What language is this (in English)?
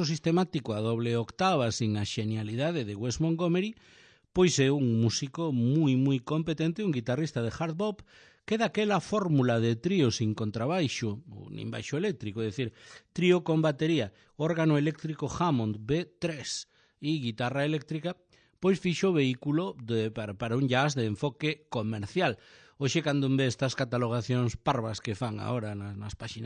Galician